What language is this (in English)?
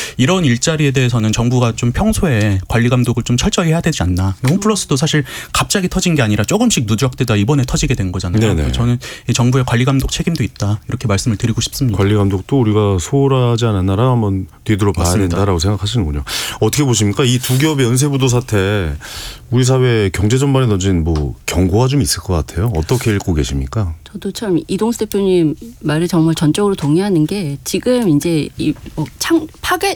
Korean